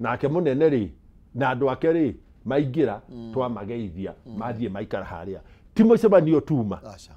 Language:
Kikuyu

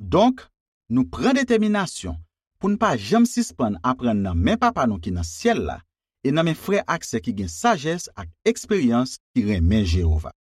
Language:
Haitian Creole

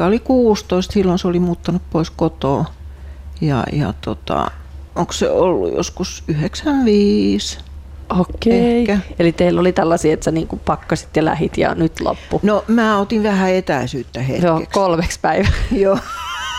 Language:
Finnish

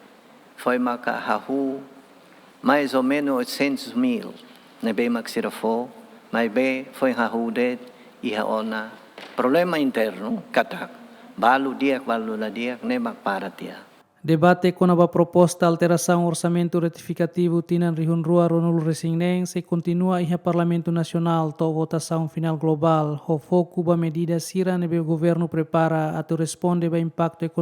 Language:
Tetum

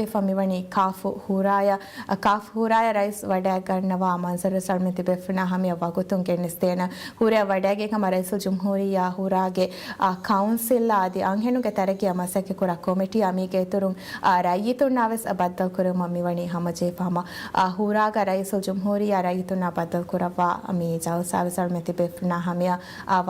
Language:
Divehi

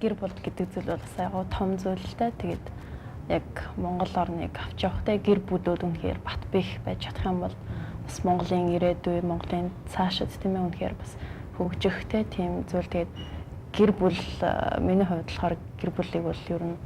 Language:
Mongolian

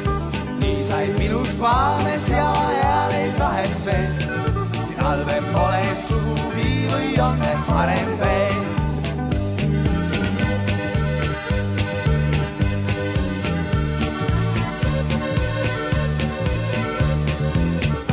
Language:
Estonian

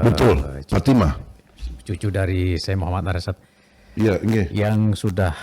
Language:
Banjar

